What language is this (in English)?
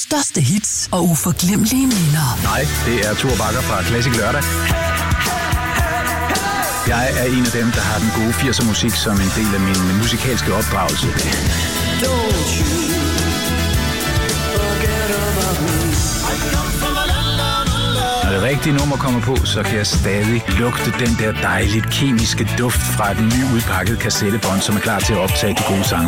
Danish